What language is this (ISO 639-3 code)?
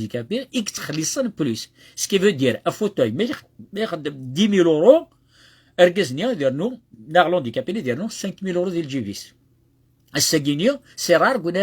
kab